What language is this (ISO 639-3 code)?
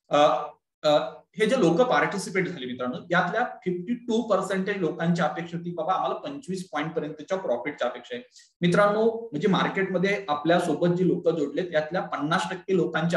mar